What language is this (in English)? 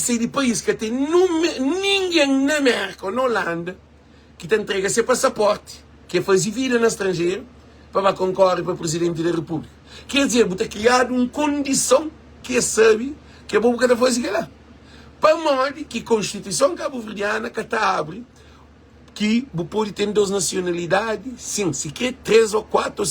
Kabuverdianu